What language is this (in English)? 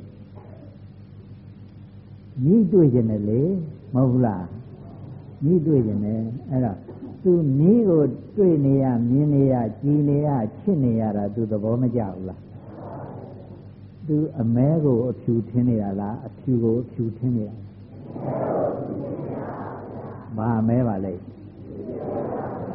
Burmese